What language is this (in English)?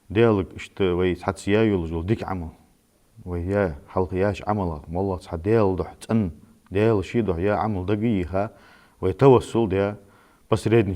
Ingush